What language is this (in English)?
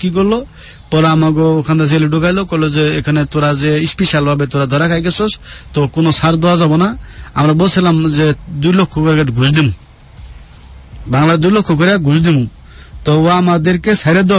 Bangla